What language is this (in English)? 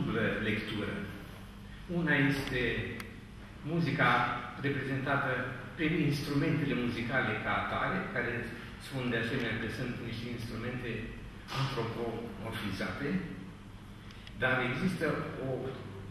Romanian